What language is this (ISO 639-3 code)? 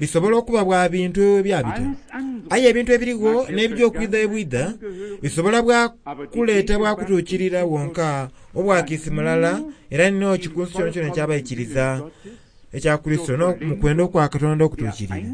xog